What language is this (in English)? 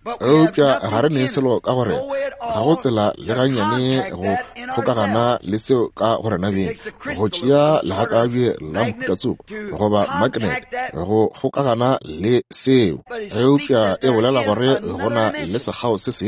Northern Sotho